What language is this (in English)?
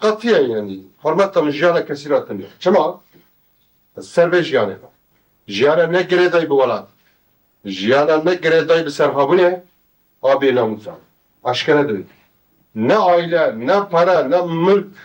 Kurdish